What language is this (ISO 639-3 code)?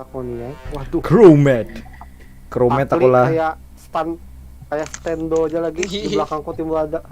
bjn